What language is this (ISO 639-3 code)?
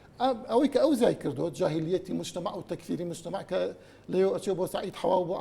ckb